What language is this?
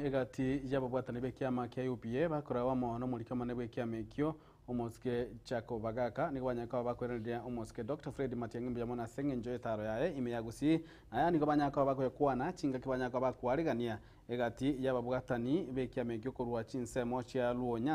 Gusii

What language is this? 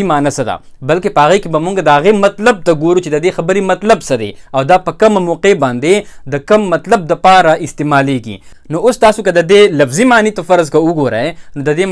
Pashto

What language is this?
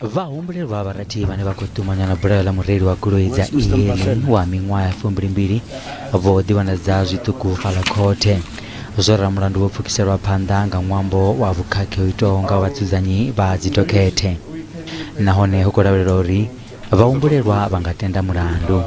Venda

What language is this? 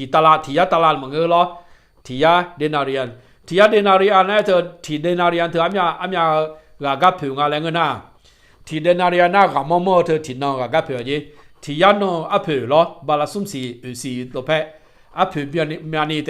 Akha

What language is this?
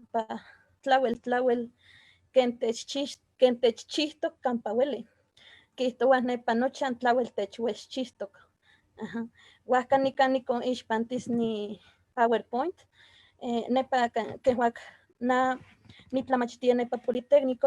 Eastern Huasteca Nahuatl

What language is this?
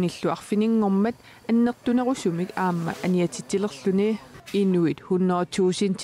Kalaallisut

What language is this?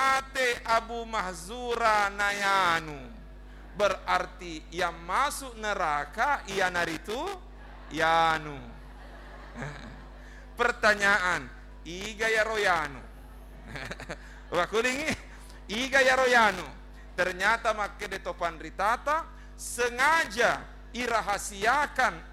Buginese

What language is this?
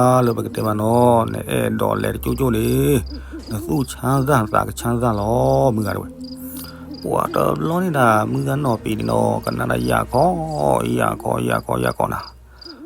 S'gaw Karen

